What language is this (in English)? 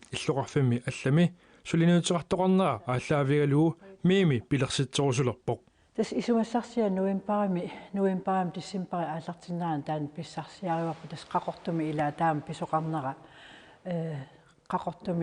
Kalaallisut